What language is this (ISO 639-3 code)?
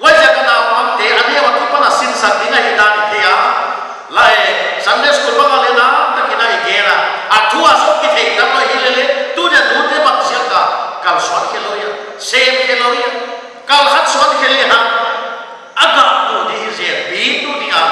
pck